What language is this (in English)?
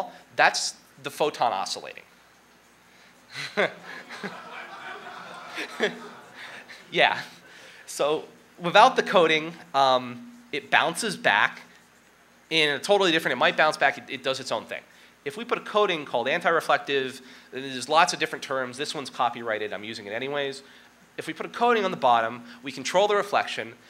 English